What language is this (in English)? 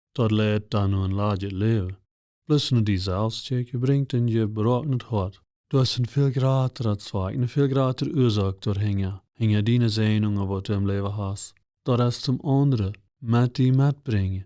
Plautdietsch